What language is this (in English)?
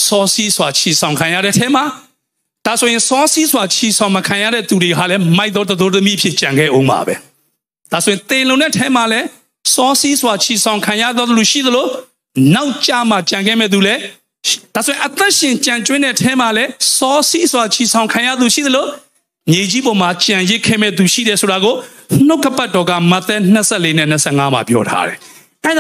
Burmese